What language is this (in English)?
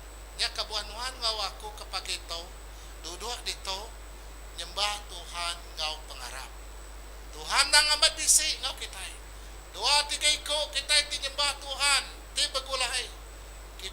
Iban